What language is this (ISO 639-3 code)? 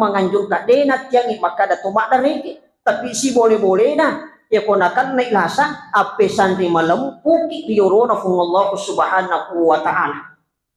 bug